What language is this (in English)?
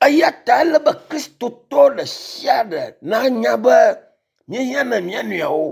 Ewe